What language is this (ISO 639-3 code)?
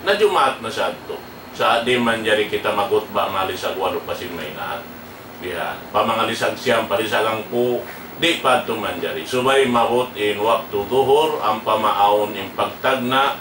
tsg